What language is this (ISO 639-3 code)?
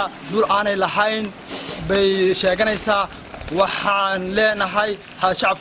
som